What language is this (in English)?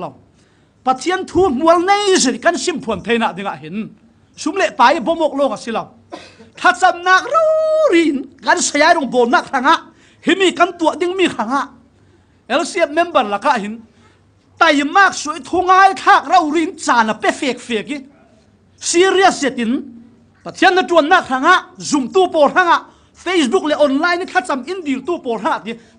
Falam Chin